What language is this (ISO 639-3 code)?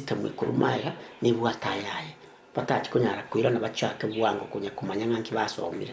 guz